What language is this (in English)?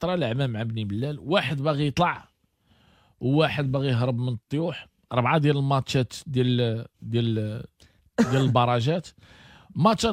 Moroccan Arabic